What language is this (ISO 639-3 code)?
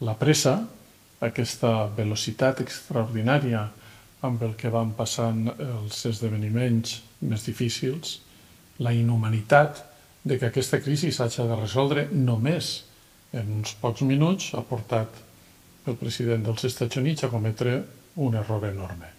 cat